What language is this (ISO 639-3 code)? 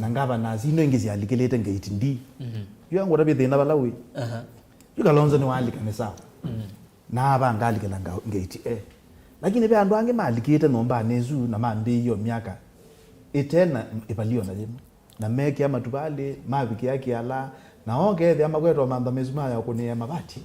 kam